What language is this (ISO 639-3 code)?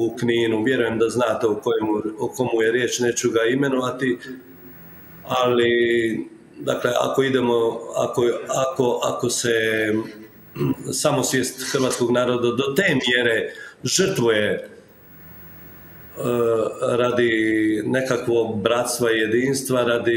hrv